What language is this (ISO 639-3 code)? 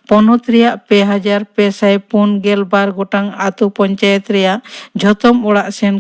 sat